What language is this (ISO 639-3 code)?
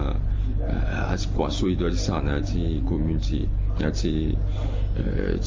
sag